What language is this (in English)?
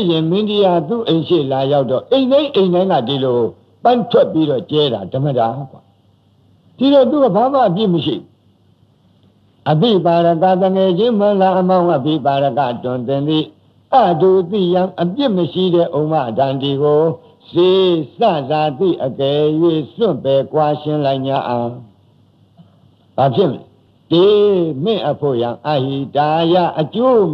Burmese